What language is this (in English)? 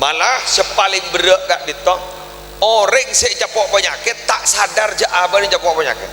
Madurese